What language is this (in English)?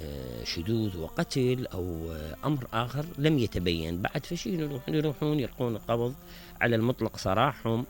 Mesopotamian Arabic